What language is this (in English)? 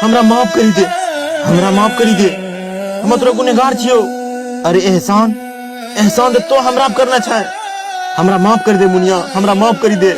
Angika